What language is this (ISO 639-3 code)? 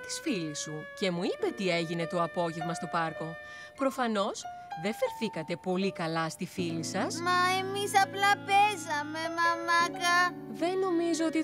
ell